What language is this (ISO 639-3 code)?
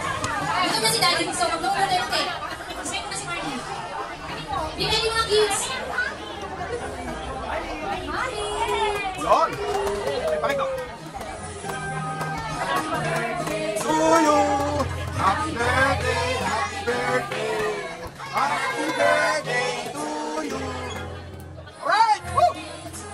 fil